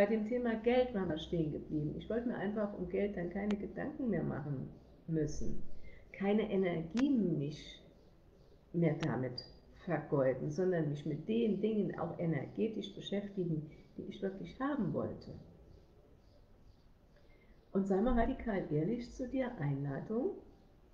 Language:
German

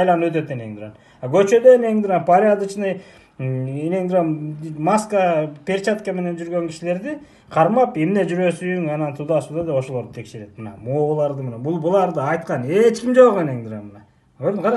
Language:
Kyrgyz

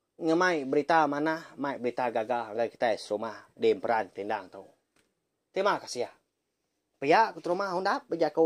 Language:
Iban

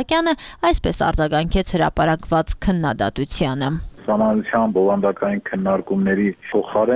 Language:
Armenian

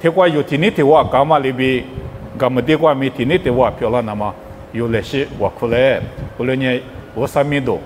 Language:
Lisu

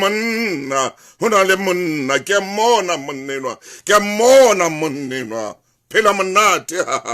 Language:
Southern Sotho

